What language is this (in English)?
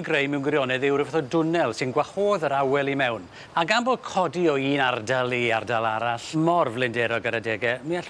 Welsh